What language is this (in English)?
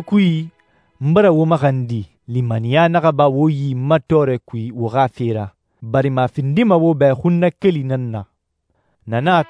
Susu